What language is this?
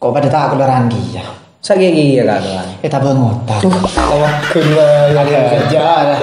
Madurese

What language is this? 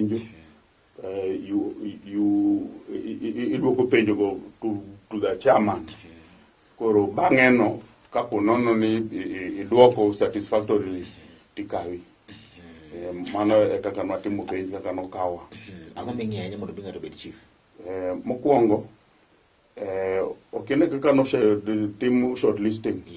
Luo (Kenya and Tanzania)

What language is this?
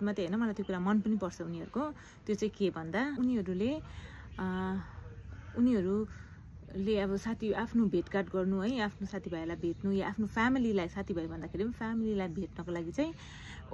Nepali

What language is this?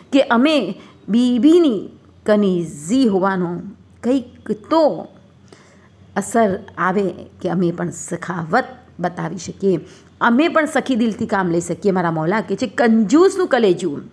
Gujarati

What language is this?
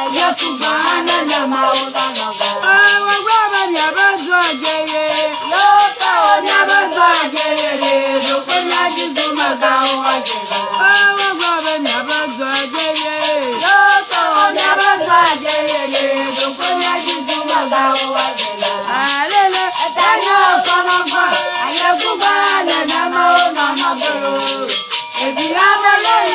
Ewe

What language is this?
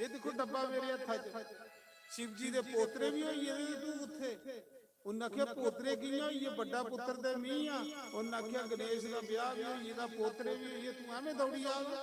Dogri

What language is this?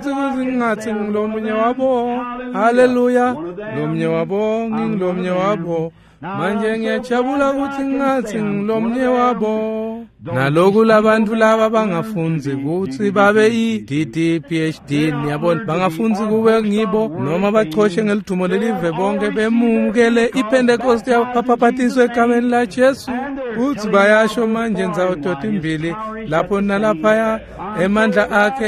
Swati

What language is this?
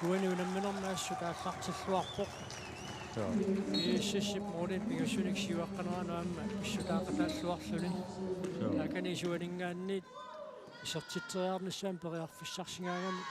Kalaallisut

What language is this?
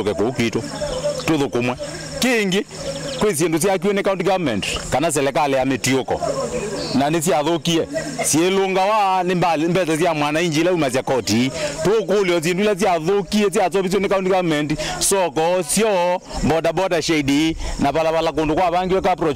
Kamba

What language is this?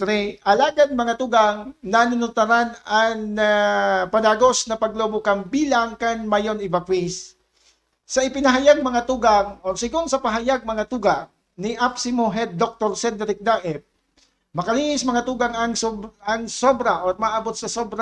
Bikol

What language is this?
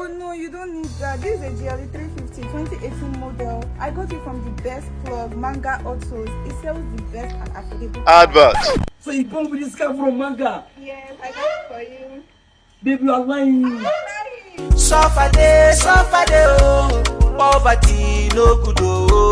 Nigerian Pidgin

